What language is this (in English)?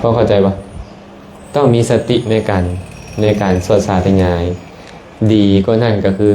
Lao